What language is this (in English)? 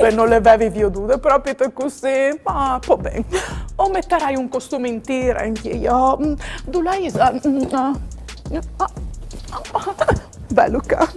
Friulian